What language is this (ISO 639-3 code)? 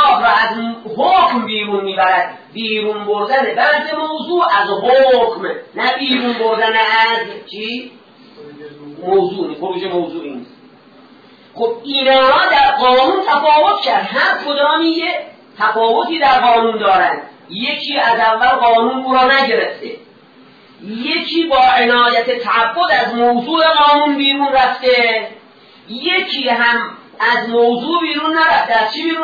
fas